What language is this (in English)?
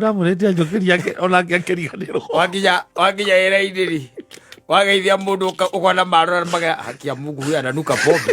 Kikuyu